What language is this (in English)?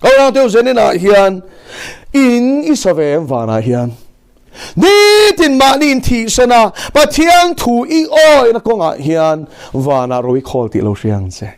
Mizo